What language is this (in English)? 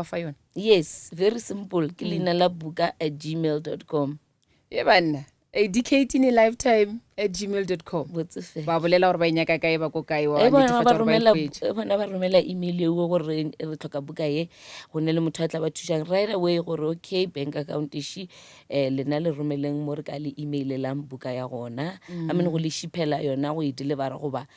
Northern Sotho